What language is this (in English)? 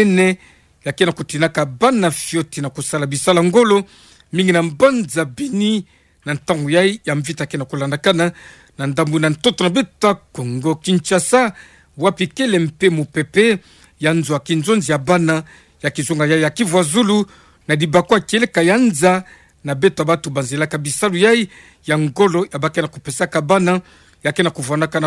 Kituba (Democratic Republic of Congo)